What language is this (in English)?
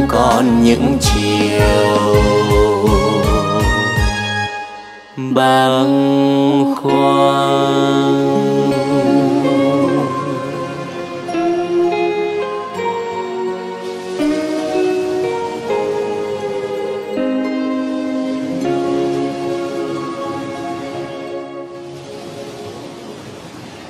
Vietnamese